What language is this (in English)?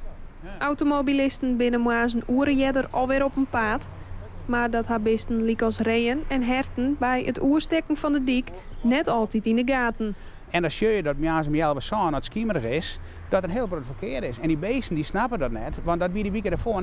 Western Frisian